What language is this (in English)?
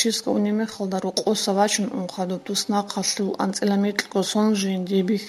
Avaric